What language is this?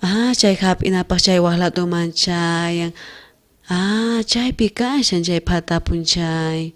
South Bolivian Quechua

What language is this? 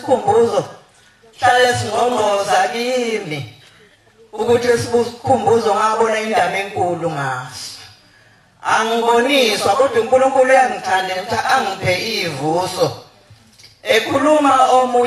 Zulu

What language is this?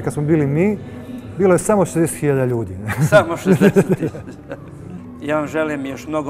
Croatian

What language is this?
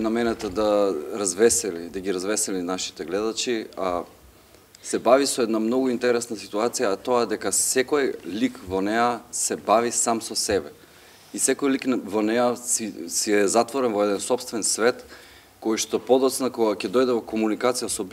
Macedonian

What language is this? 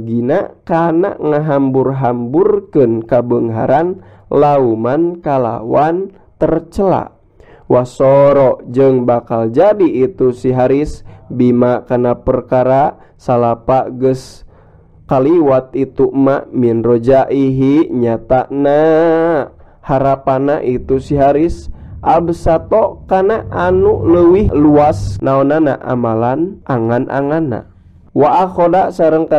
Sundanese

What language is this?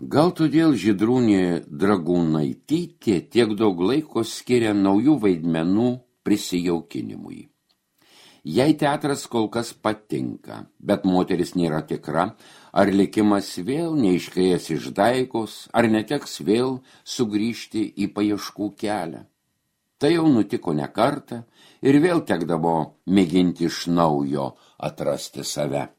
Lithuanian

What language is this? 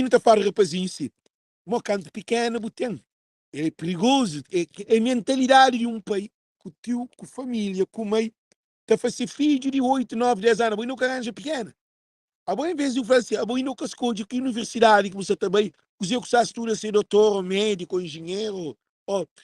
Kabuverdianu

